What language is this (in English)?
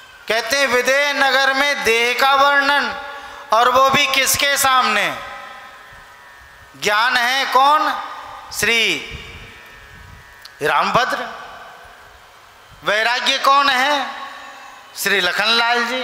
Hindi